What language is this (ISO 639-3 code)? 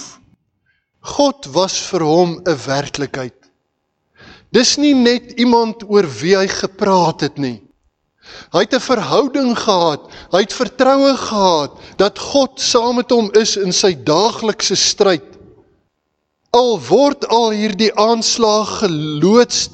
afr